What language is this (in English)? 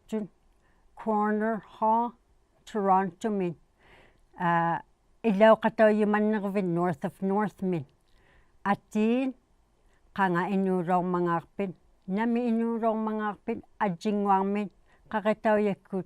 Inuktitut